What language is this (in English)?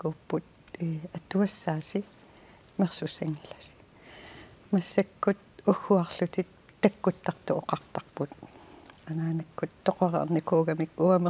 Kalaallisut